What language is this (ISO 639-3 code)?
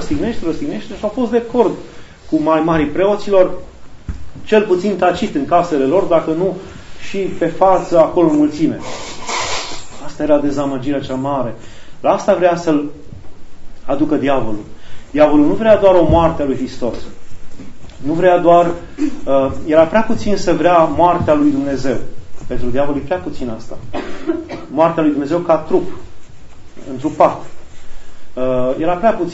ron